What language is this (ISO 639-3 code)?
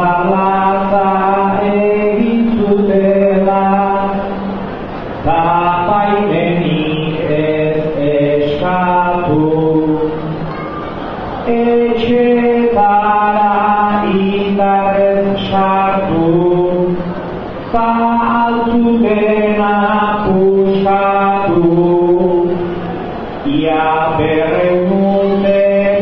eus